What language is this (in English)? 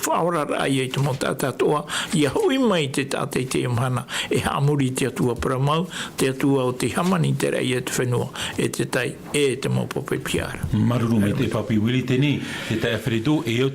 Tahitian